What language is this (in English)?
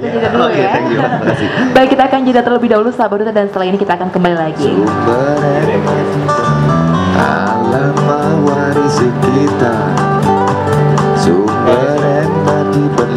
Indonesian